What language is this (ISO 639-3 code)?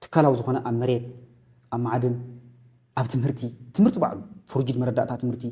tir